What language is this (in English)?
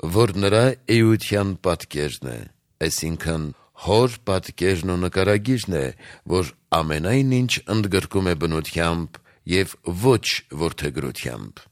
Armenian